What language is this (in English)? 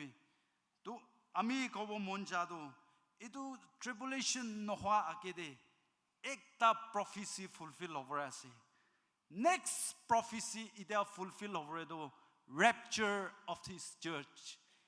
Naga Pidgin